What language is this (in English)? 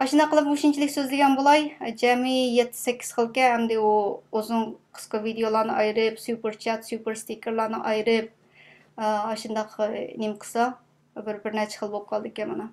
Uyghur